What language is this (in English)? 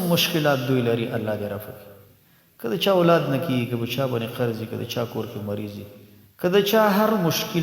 Pashto